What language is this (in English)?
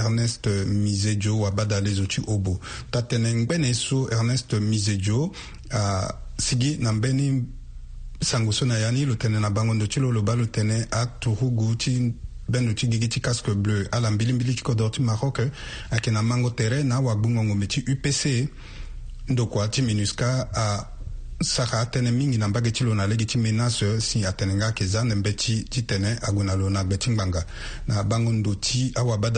Sango